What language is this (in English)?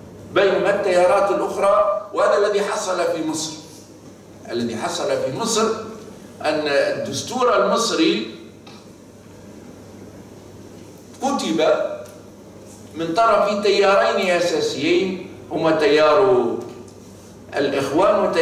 Arabic